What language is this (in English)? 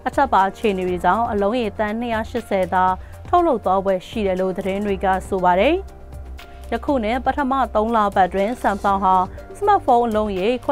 Burmese